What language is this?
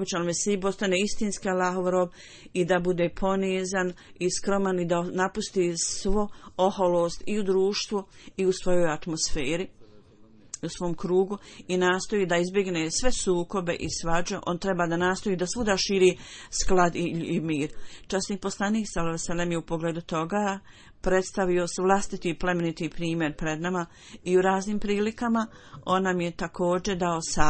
Bosnian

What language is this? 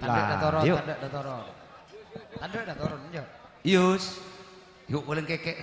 Madurese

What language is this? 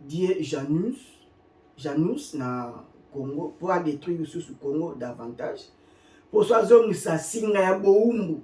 Lingala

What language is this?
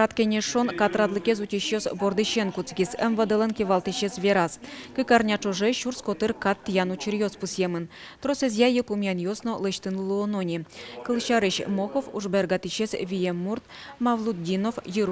Udmurt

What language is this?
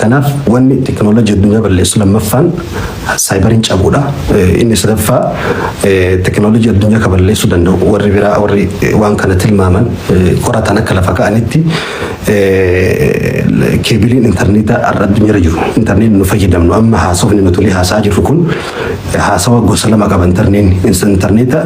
Oromo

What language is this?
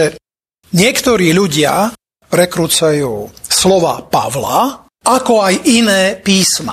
Slovak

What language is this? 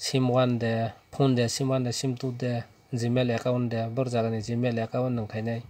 Kok Borok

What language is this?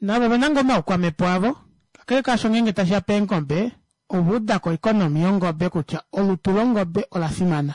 Kuanyama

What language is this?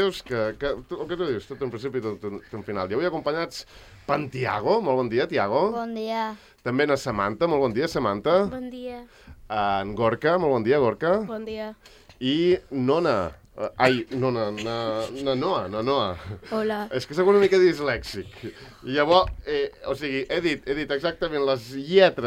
Catalan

